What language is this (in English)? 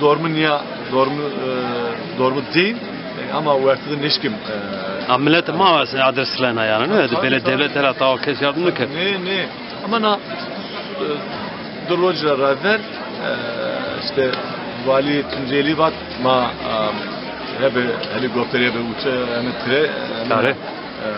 Zaza